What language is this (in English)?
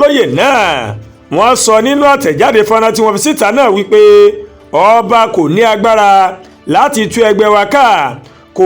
Yoruba